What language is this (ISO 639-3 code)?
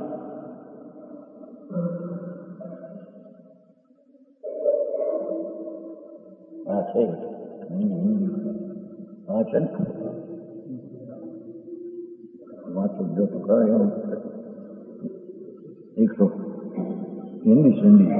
guj